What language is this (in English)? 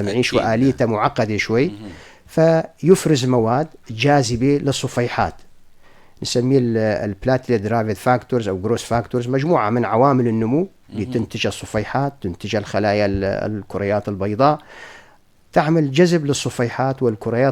North Levantine Arabic